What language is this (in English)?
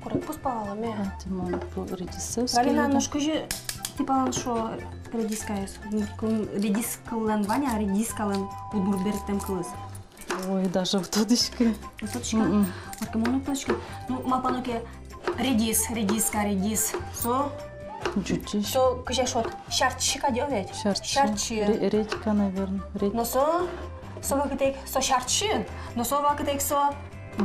Udmurt